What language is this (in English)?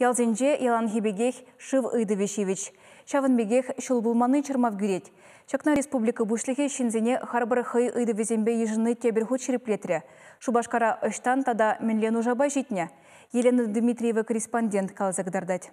Chuvash